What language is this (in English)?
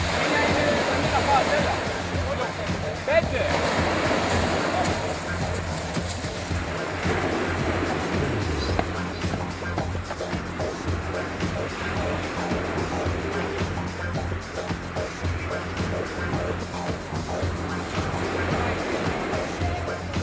Greek